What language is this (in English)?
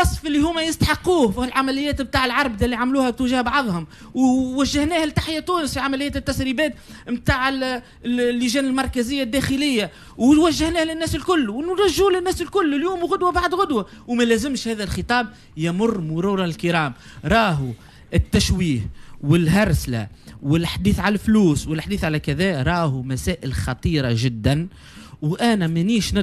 Tunisian Arabic